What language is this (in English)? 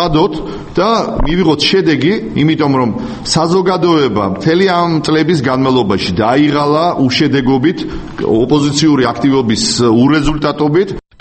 Georgian